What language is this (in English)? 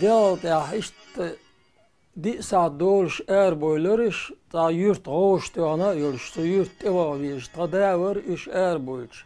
Chechen